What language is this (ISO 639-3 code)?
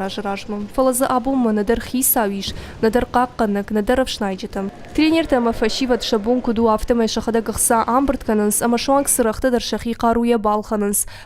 oss